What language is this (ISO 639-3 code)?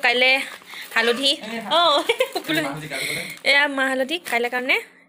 asm